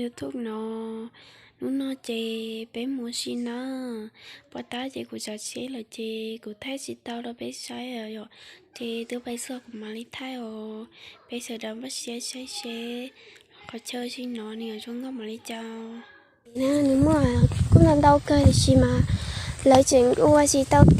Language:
Hmong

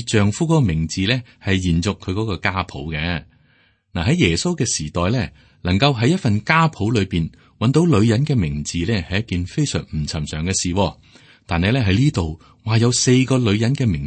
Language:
Cantonese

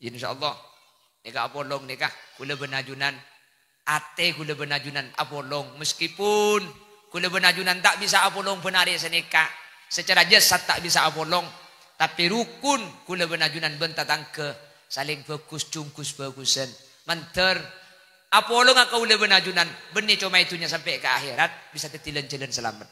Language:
Madurese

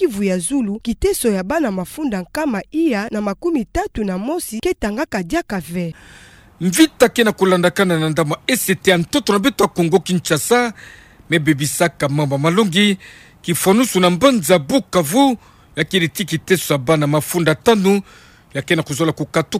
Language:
Kituba (Democratic Republic of Congo)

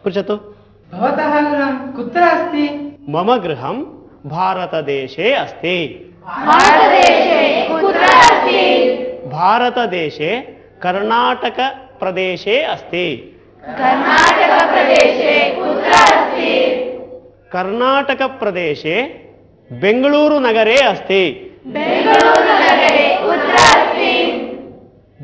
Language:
Sanskrit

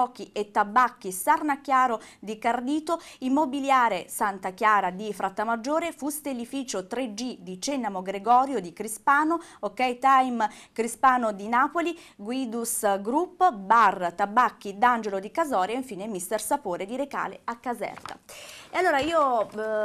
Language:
Italian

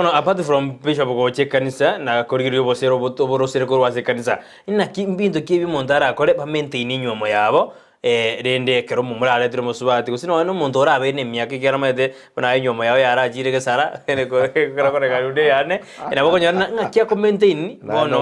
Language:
Gusii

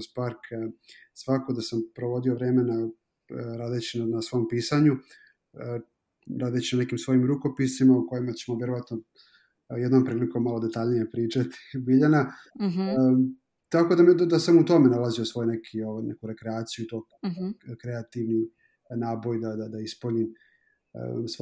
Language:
Serbian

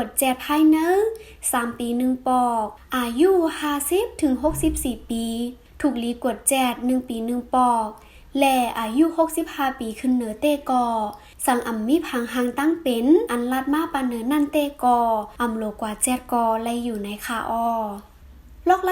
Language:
Shan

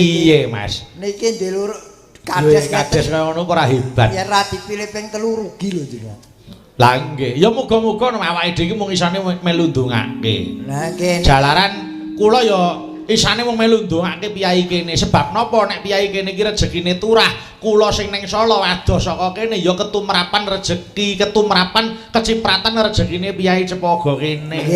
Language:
Javanese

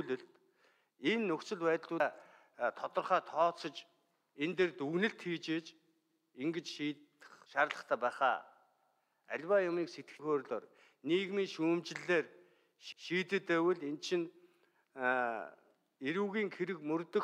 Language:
Mongolian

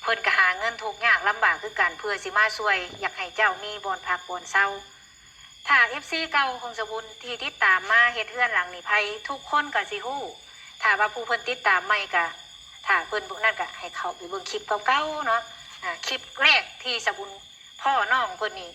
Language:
Lao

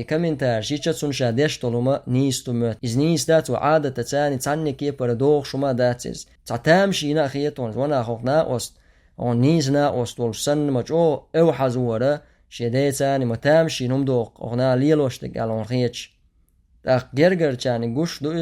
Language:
Chechen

